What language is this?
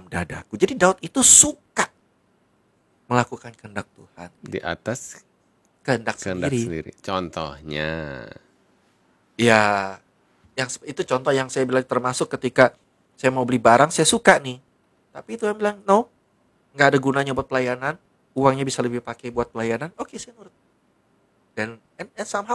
Indonesian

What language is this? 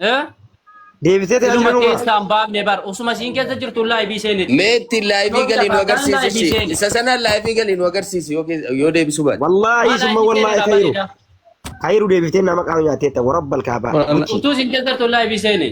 Oromo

